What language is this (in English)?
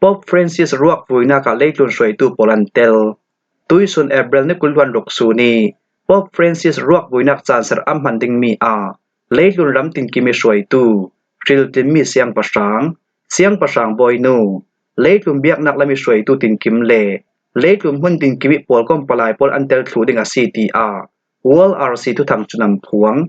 Falam Chin